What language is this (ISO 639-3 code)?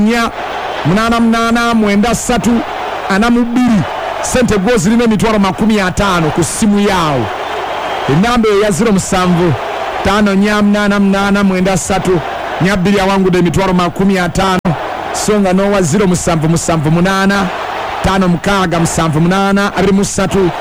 lug